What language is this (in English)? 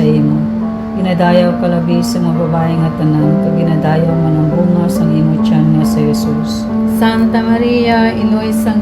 Hiligaynon